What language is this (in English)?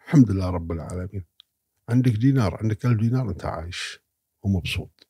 Gulf Arabic